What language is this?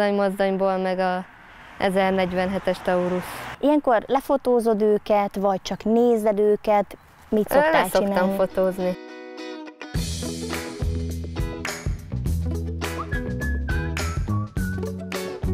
Hungarian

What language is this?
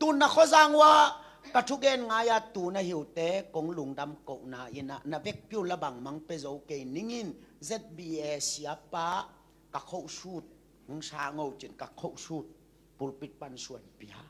Tedim Chin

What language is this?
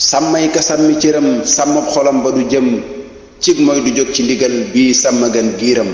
Wolof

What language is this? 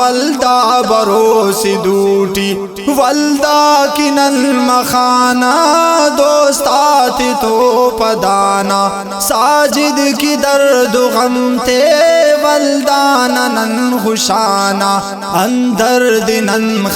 Brahui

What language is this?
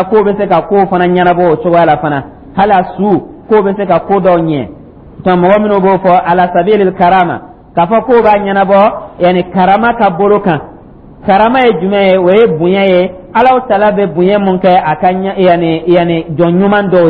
Dyula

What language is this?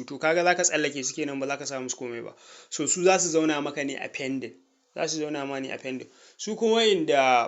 Hausa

